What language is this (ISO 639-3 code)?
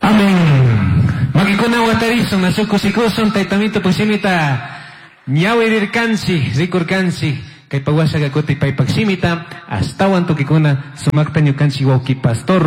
qug